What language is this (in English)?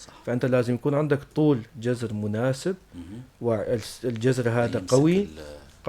North Levantine Arabic